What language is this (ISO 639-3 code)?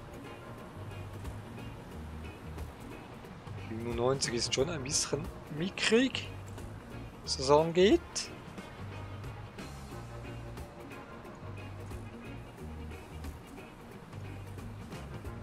deu